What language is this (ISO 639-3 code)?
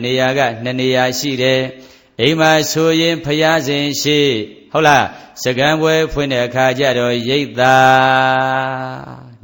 mya